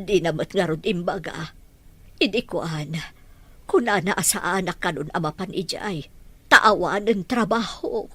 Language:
Iloko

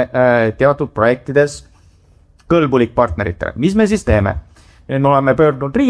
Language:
Estonian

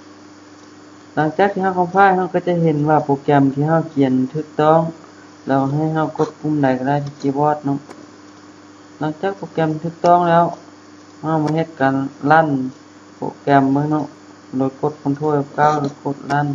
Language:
Lao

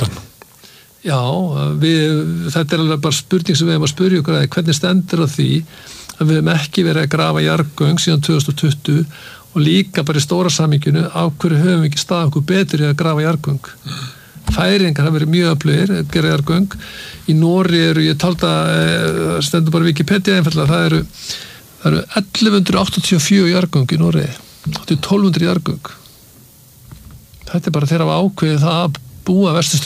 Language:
Icelandic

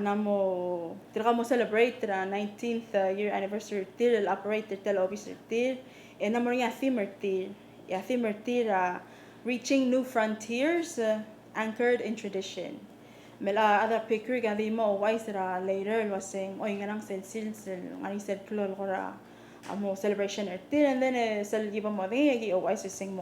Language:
Palauan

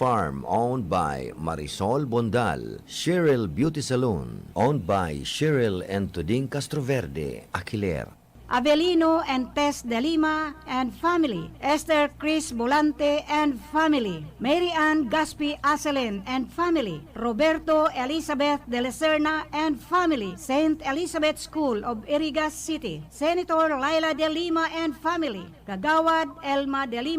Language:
Bikol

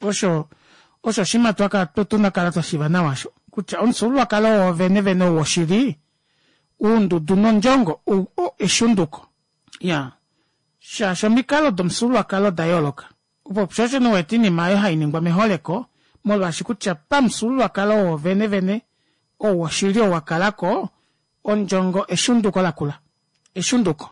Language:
Kuanyama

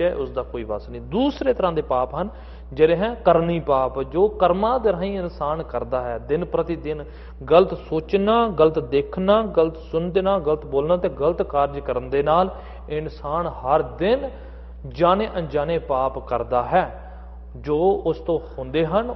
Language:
Punjabi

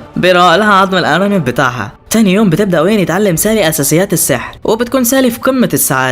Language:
Egyptian Arabic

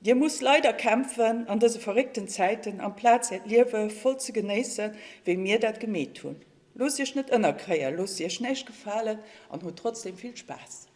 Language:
Luxembourgish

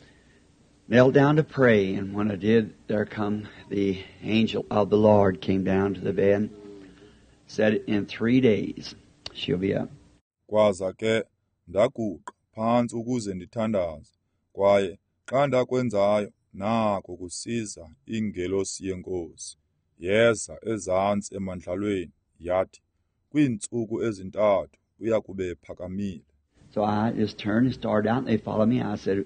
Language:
Xhosa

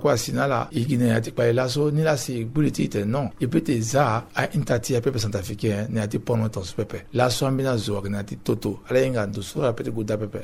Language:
Sango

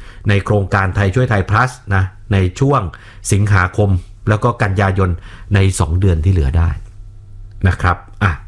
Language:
Thai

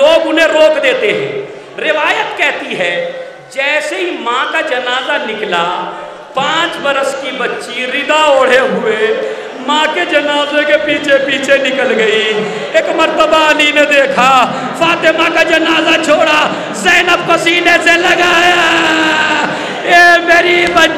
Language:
Urdu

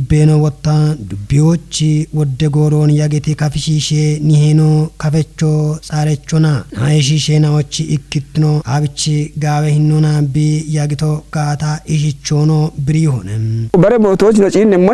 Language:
Kafa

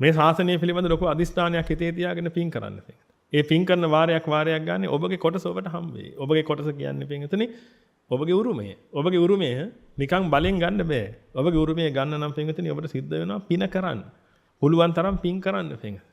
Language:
Sinhala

